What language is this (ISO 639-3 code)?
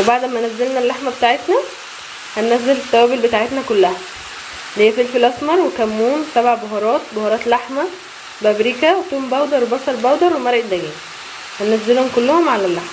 arz